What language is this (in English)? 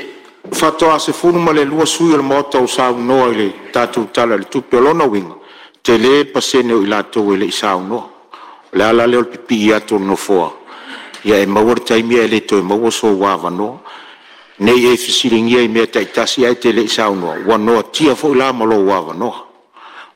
Samoan